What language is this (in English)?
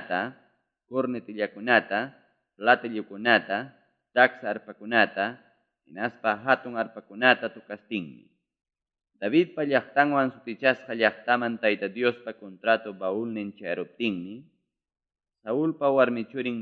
Ayacucho Quechua